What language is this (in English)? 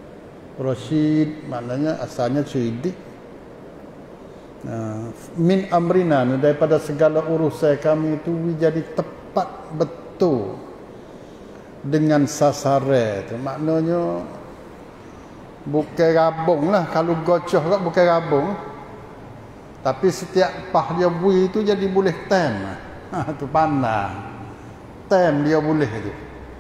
Pattani Malay